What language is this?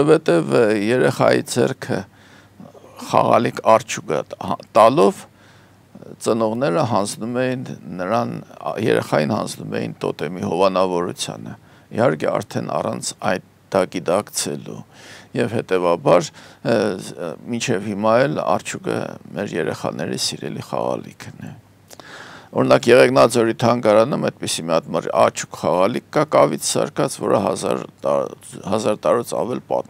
Armenian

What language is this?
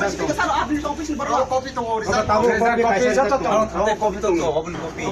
Kok Borok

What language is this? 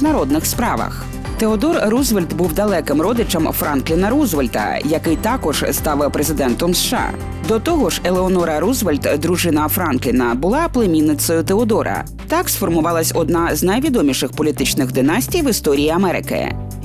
Ukrainian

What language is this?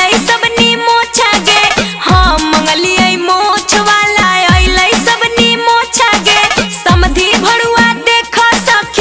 Magahi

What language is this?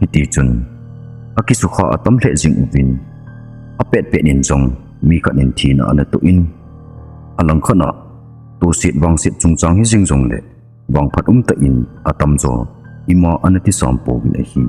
Thado Chin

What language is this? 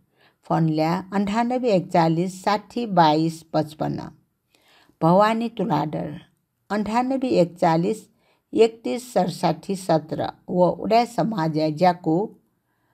Newari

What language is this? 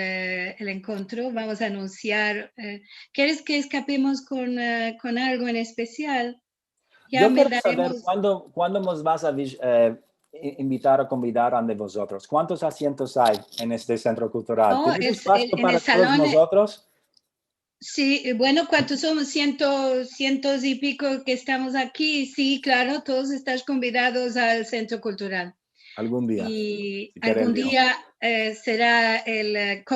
Ladino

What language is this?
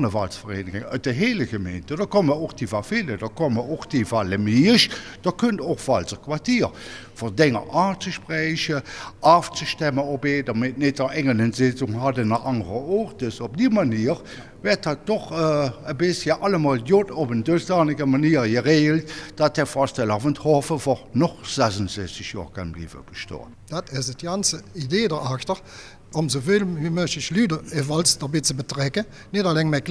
Limburgish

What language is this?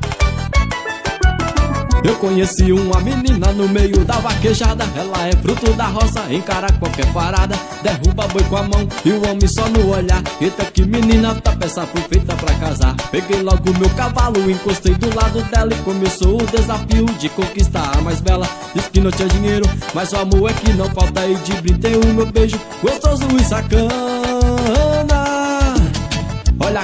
Portuguese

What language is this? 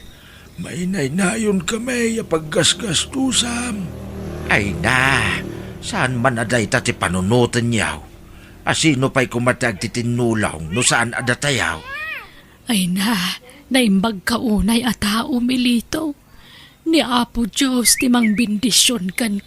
Iloko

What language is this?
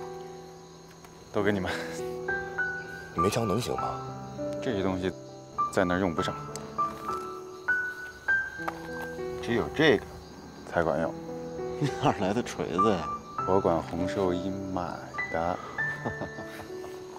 Chinese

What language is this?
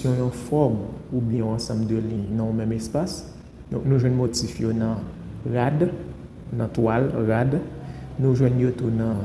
Haitian Creole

